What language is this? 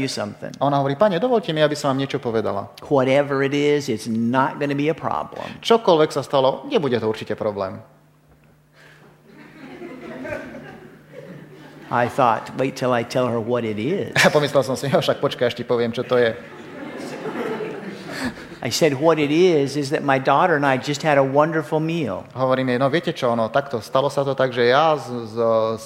Slovak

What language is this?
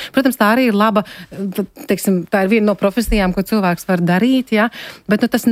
Latvian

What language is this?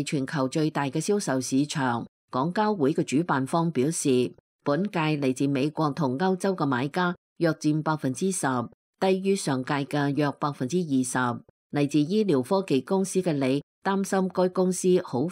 Cantonese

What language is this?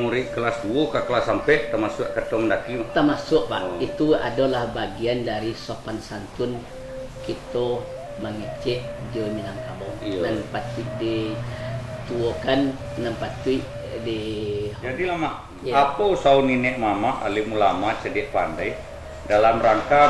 Minangkabau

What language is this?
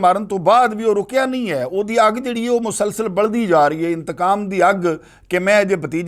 Western Panjabi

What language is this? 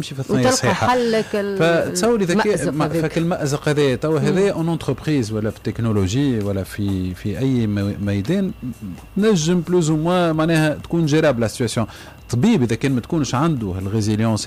Tunisian Arabic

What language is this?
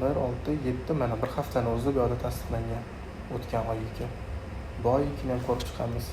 Uzbek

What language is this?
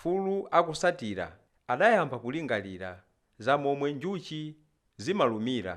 Nyanja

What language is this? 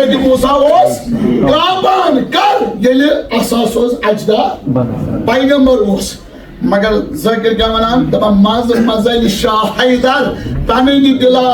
Kashmiri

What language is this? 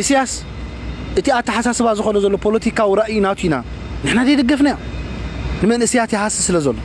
Tigrinya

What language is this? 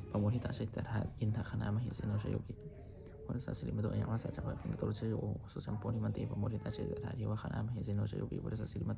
Pali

